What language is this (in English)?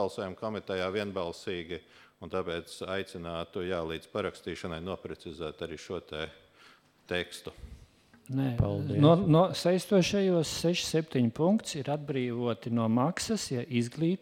Latvian